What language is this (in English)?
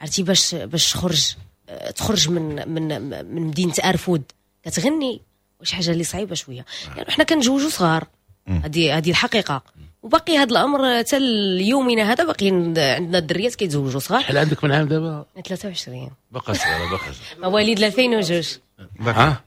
Moroccan Arabic